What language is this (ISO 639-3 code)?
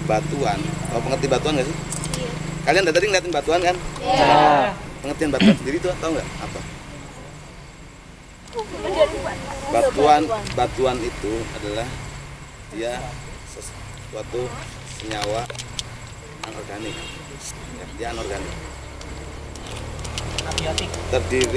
ind